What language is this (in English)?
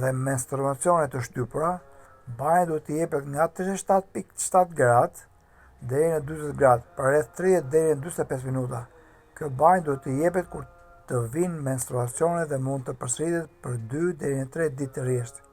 Albanian